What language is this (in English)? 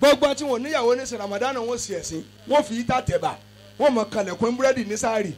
Yoruba